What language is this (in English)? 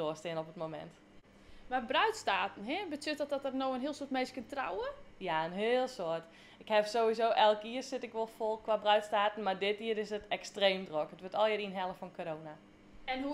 Western Frisian